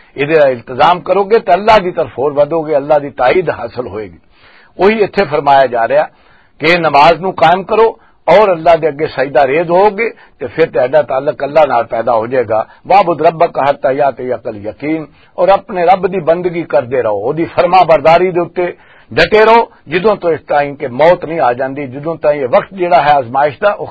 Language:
Western Panjabi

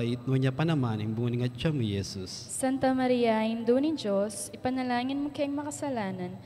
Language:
Pampanga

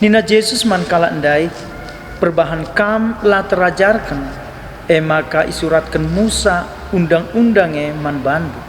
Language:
Batak Karo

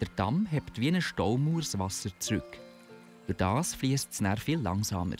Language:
Swiss German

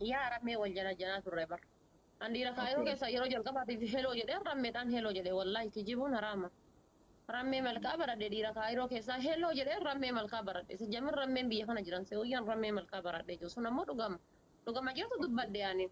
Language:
Oromo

